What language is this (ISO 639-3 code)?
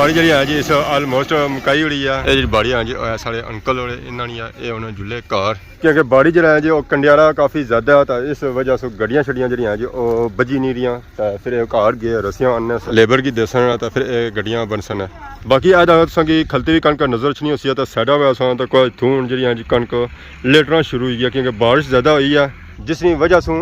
phr